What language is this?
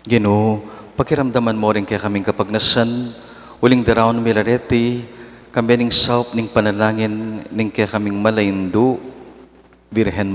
Pampanga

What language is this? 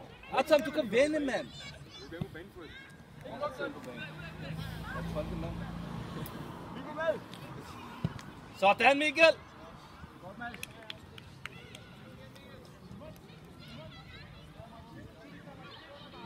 Danish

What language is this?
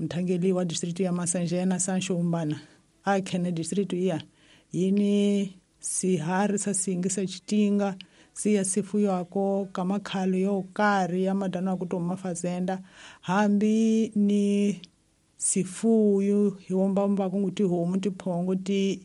Tsonga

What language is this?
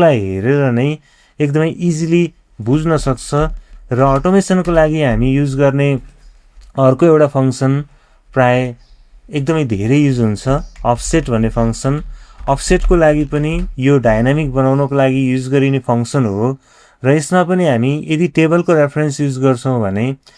Nepali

